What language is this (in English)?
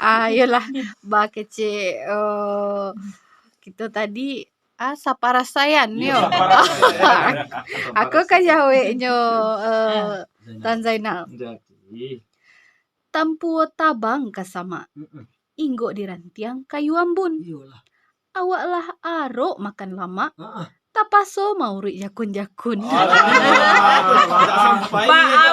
Minangkabau